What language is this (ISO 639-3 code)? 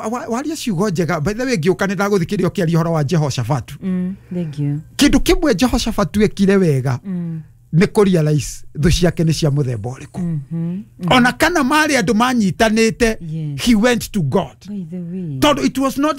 kik